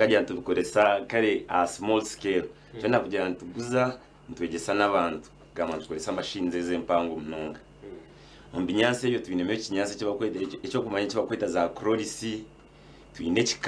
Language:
Nyankole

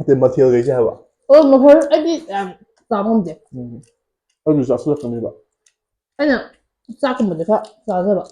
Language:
Manipuri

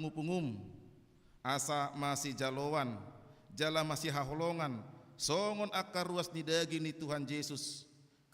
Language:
Batak Toba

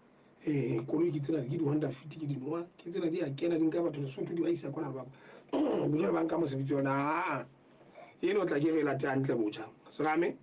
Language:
Southern Sotho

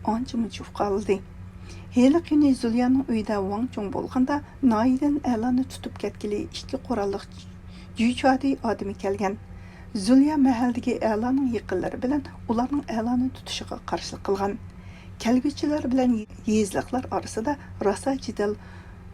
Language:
Uyghur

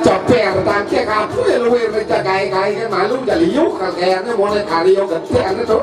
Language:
Balinese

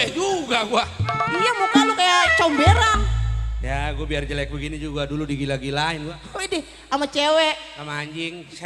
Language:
Betawi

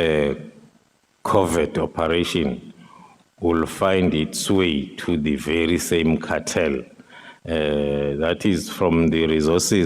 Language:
Northern Sotho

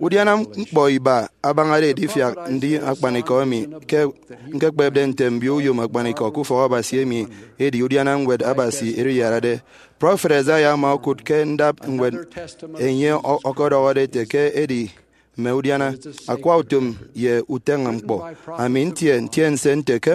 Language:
Efik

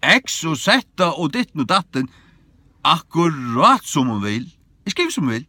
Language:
Faroese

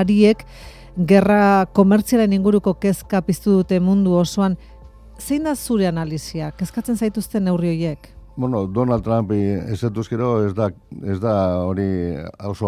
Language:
Basque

